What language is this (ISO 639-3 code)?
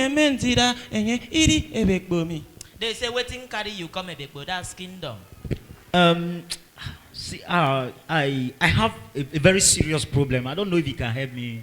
efi